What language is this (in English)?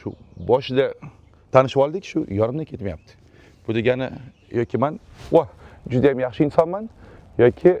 Uzbek